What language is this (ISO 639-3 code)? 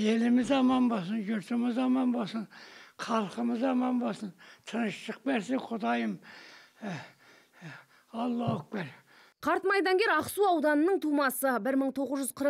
kaz